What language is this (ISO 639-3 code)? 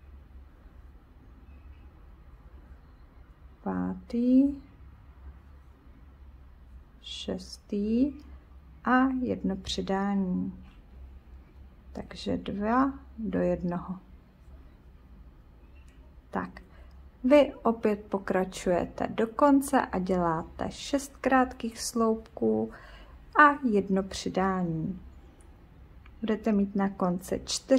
ces